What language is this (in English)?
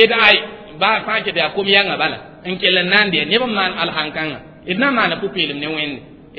Mossi